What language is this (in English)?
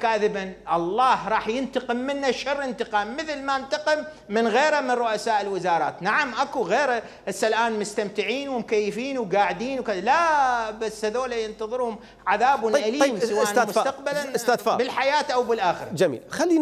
Mesopotamian Arabic